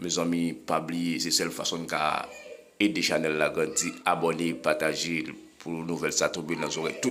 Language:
Haitian Creole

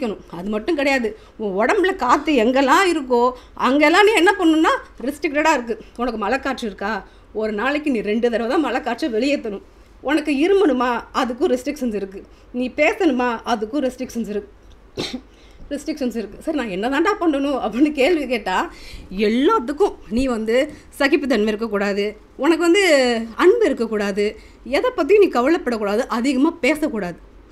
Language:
Tamil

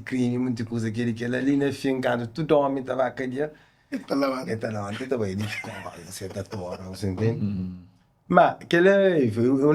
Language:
Kabuverdianu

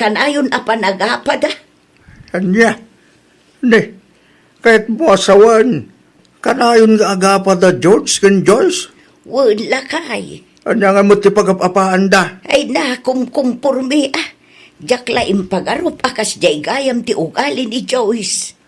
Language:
Iloko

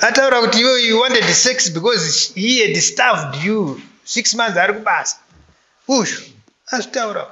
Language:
Shona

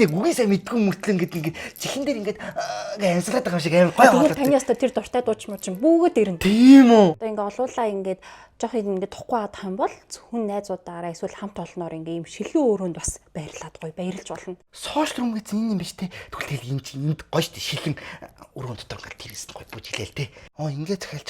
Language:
Mongolian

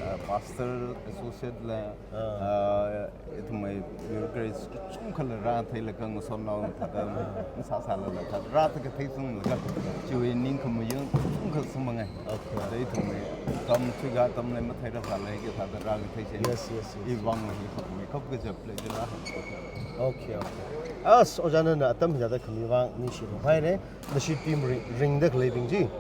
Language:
Tangkhul Naga (India)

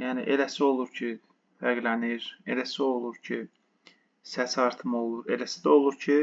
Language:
Azerbaijani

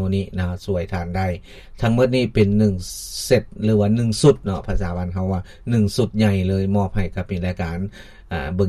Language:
Lao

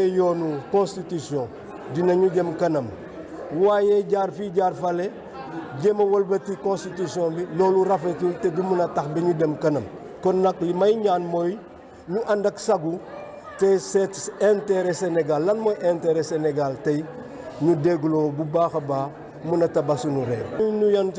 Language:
Wolof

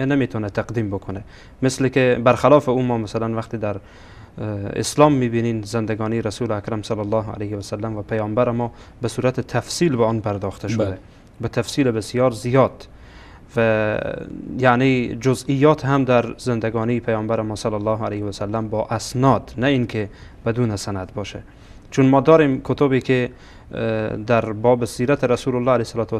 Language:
Persian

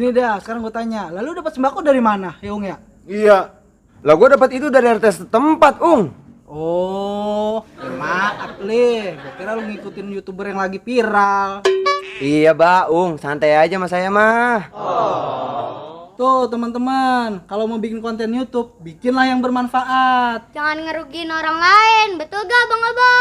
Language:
Betawi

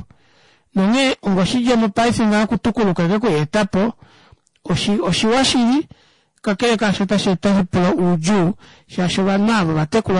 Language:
Kuanyama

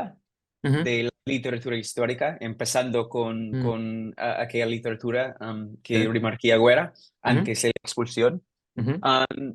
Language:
Ladino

